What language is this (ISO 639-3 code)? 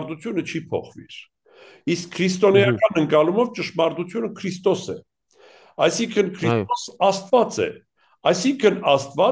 hye